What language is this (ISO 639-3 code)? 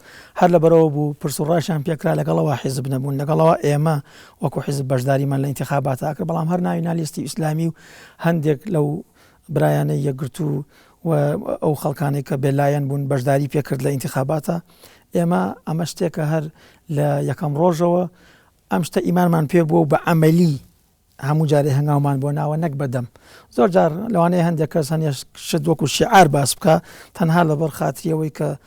ckb